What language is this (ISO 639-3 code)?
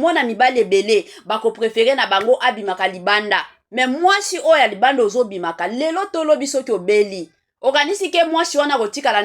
lin